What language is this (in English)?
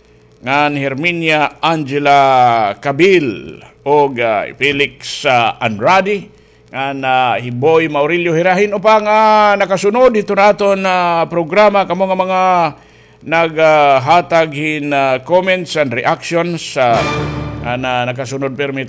Waray